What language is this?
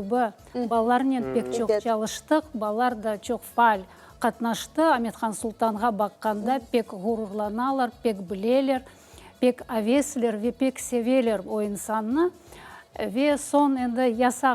Crimean Tatar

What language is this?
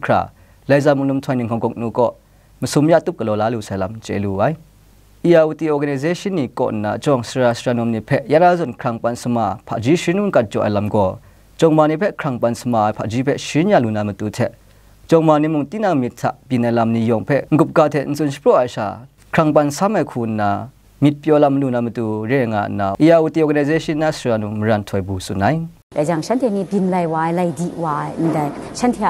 Kachin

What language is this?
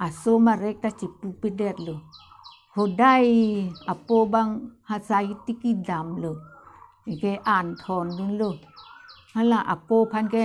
Karbi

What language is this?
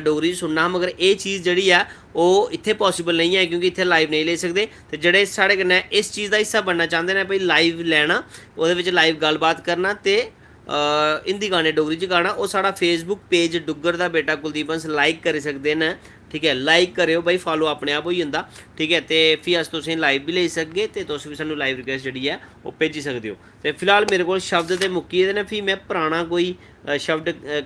Dogri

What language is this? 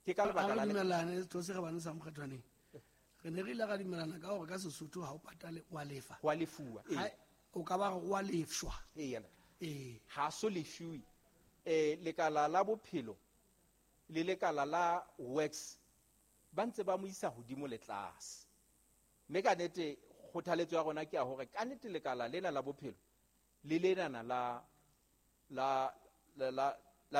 Southern Sotho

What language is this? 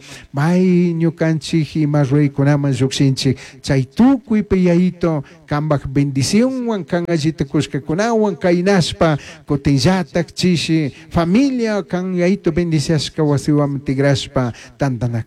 Chimborazo Highland Quichua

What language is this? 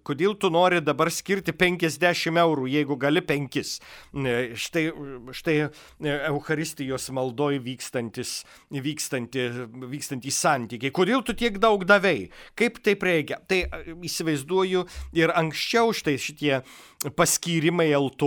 Lithuanian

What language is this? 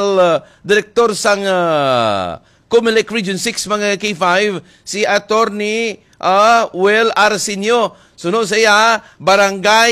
Hiligaynon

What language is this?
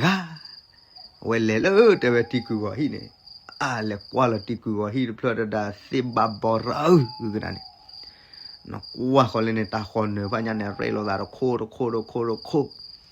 S'gaw Karen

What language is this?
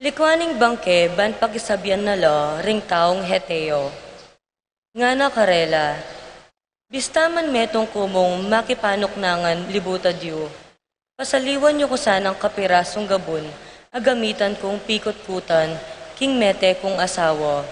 Pampanga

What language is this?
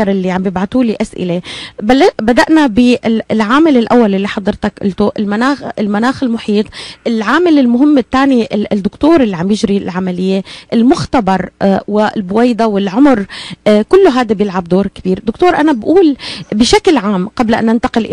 North Levantine Arabic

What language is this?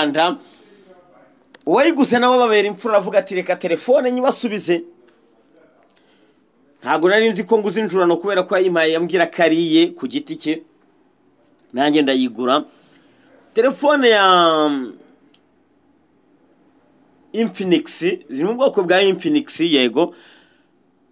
Kinyarwanda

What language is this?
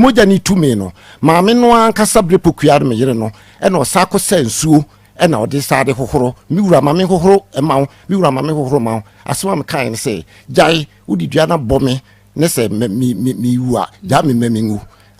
Akan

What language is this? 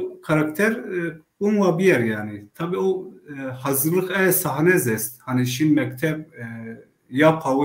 Zaza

